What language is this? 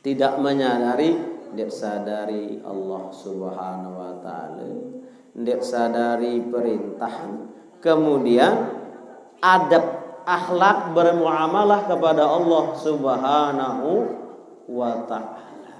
Sasak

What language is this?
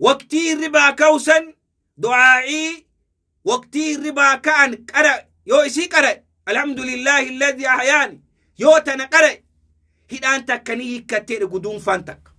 Oromo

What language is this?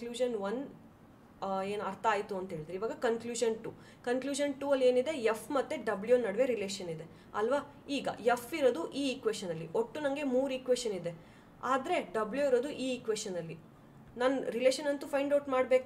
Kannada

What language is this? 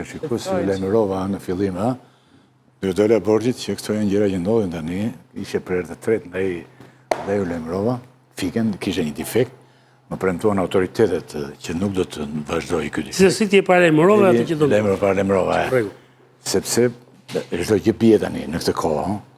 Albanian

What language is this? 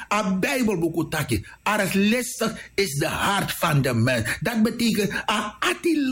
Sranan Tongo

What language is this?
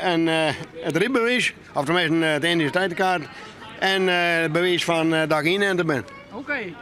Western Frisian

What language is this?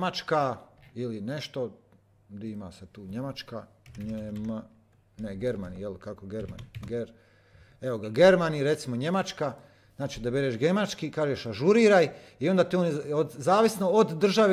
Croatian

